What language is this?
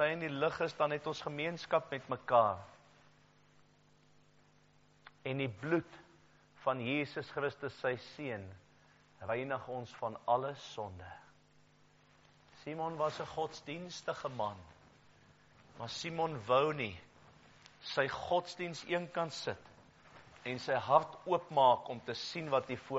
Afrikaans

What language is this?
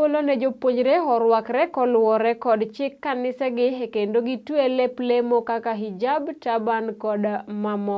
Luo (Kenya and Tanzania)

